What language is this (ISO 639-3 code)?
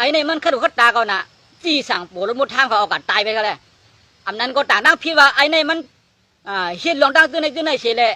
shn